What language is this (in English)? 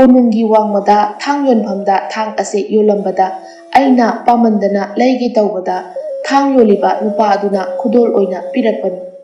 Manipuri